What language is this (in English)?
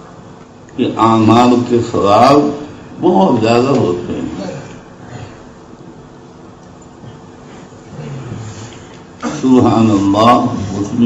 Urdu